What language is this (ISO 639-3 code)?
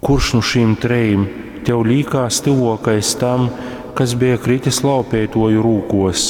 ltg